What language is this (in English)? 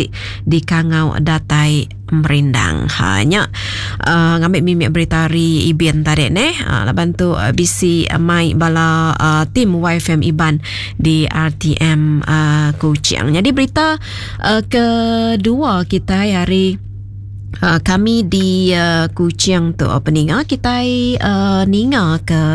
Iban